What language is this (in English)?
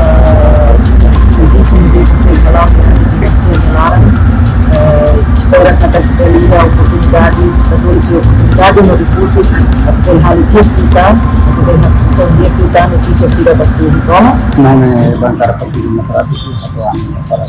Tetum